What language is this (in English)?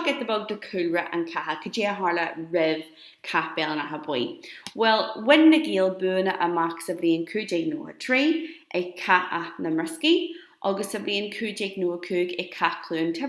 Irish